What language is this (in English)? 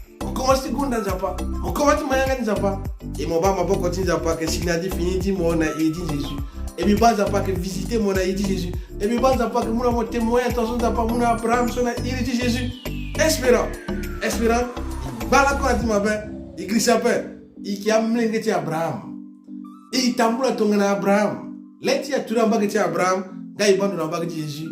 Sango